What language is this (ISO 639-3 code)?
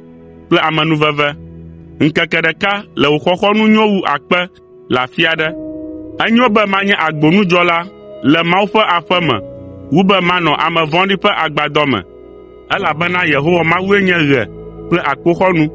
ewe